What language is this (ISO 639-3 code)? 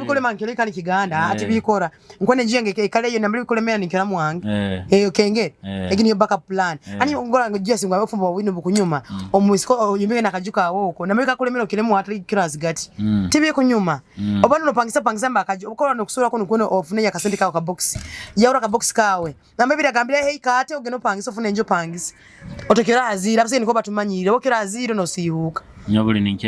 nyo